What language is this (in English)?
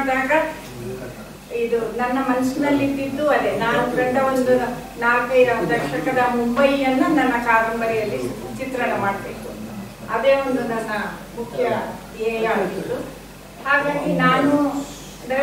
Kannada